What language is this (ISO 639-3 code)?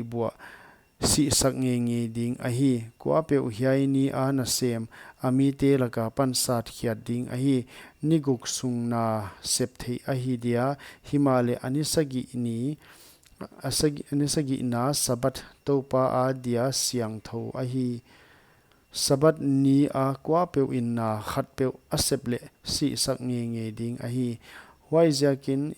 pck